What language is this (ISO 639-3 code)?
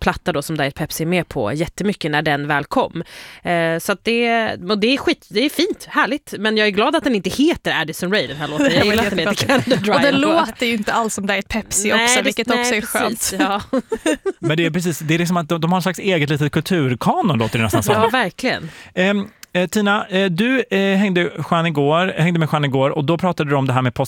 swe